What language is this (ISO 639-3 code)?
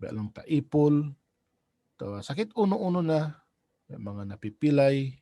tsg